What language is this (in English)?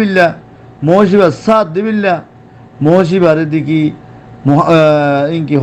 Rohingya